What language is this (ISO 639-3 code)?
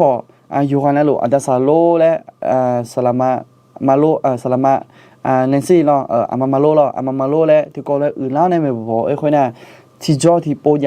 ahk